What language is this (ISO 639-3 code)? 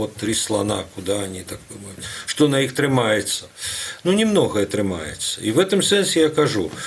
bel